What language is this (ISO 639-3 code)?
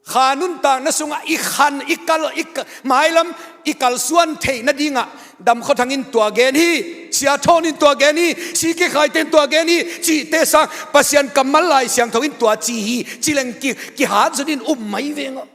ctd